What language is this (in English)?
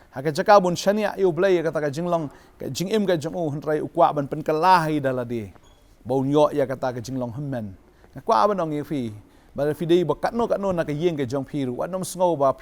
Khasi